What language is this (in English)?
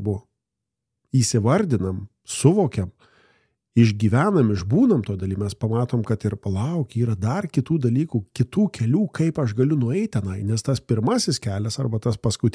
Lithuanian